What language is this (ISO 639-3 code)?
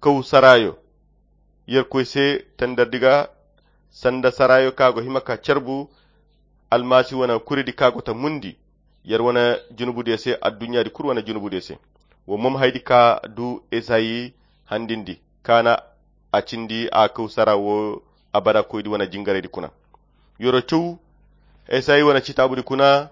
khq